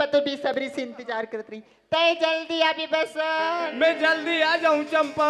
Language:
Chhattisgarhi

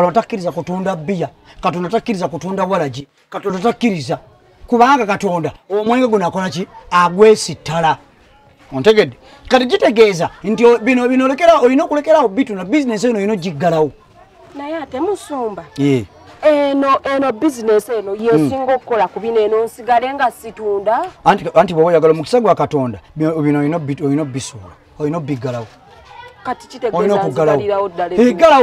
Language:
Ganda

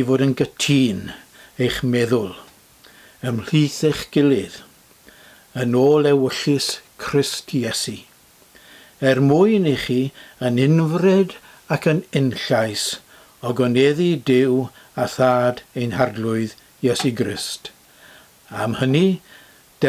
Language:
Welsh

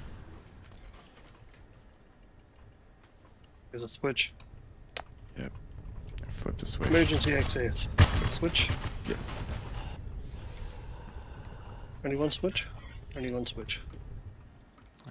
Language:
English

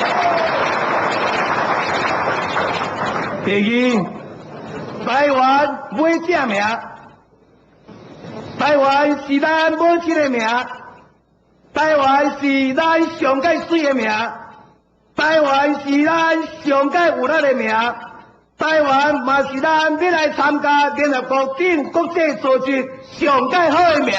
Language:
Min Nan Chinese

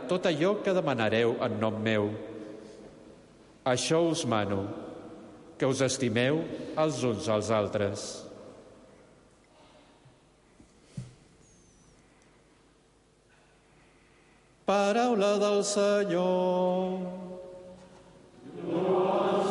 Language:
Catalan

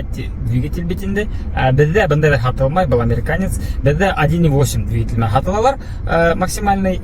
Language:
Bashkir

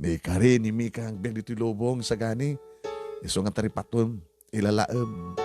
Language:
Iloko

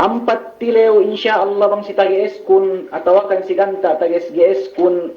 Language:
Yakan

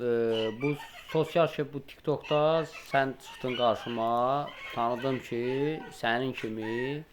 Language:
Azerbaijani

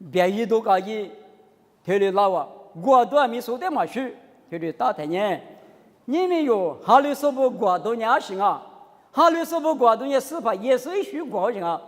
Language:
Lisu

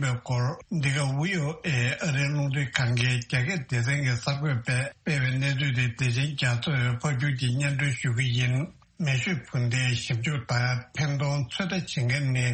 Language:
Tibetan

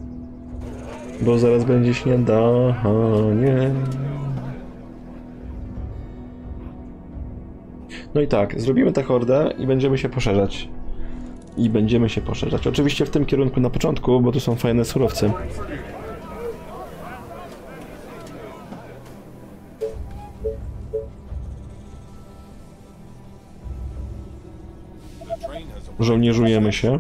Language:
Polish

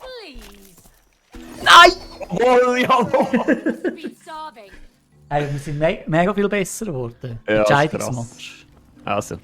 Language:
Swiss German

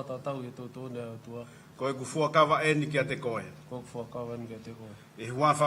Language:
Tongan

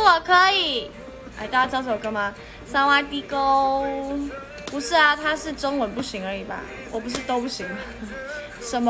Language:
Chinese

